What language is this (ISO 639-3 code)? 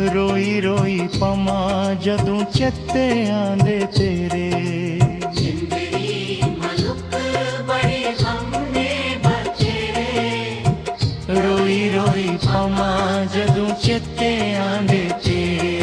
doi